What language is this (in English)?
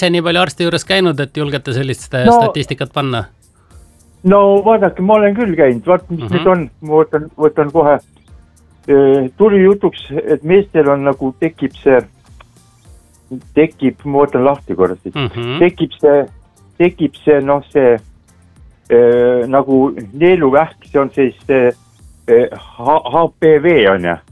Estonian